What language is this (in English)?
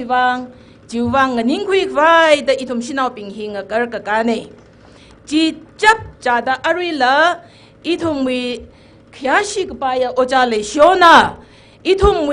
Tangkhul Naga (India)